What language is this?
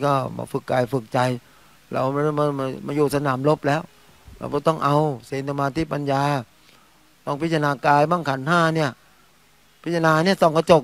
Thai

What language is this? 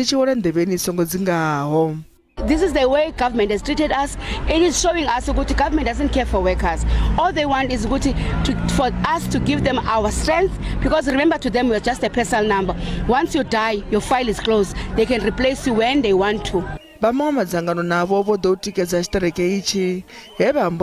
Venda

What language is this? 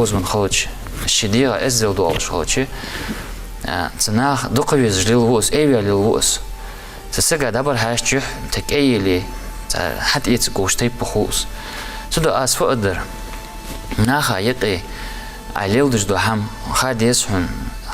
Ingush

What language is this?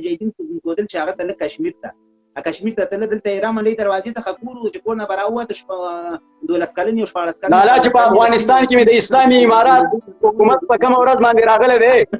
Pashto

